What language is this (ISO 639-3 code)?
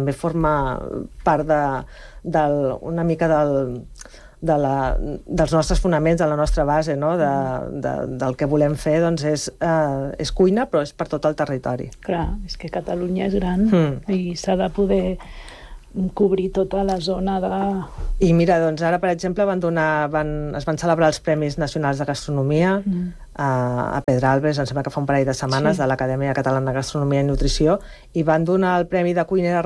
cat